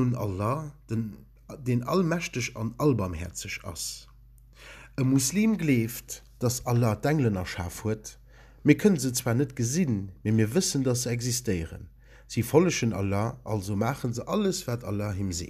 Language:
Luxembourgish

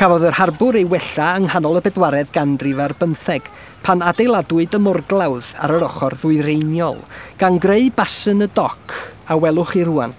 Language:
Welsh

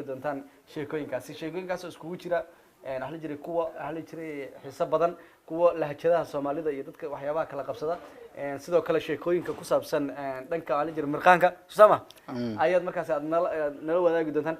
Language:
Somali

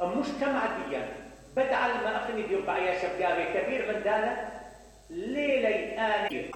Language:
Mesopotamian Arabic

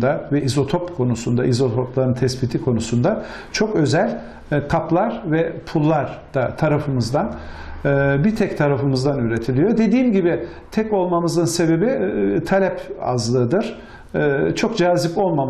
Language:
Turkish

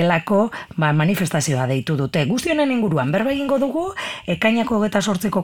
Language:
Basque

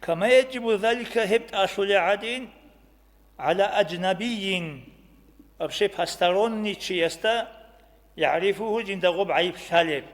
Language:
Avaric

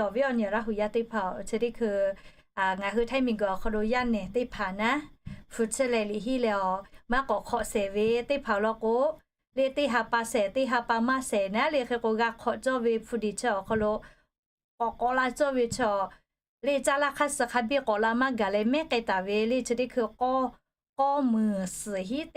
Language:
Lahu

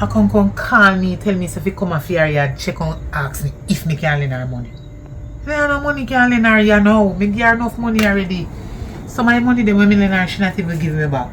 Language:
Jamaican Creole English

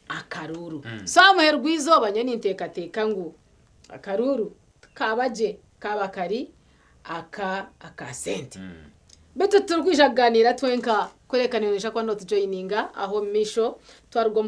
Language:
Nyankole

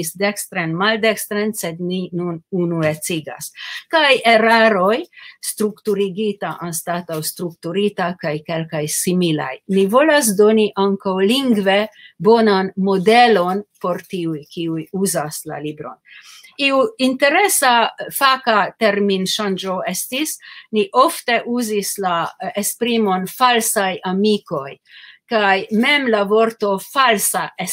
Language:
Esperanto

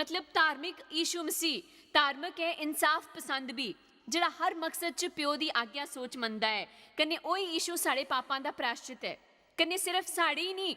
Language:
Dogri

